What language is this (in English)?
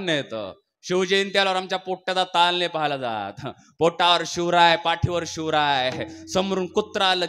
Marathi